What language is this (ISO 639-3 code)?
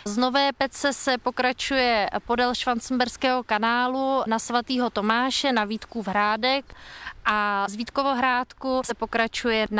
ces